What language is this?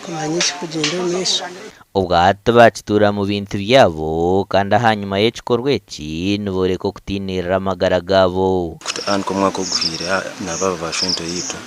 Nyankole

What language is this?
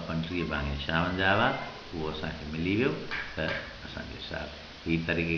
Sindhi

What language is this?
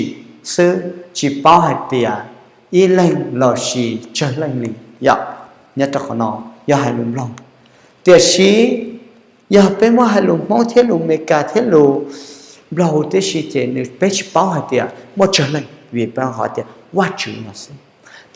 Hmong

